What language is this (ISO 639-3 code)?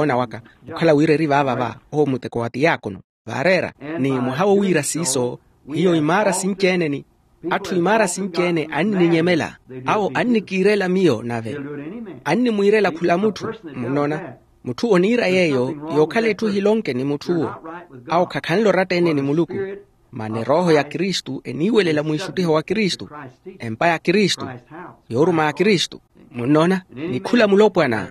vmw